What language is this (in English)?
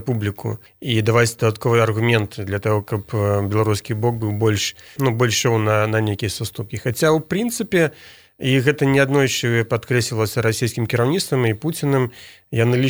Belarusian